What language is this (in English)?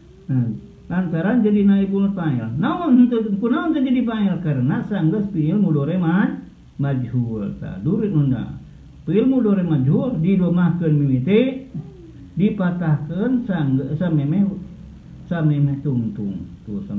Sundanese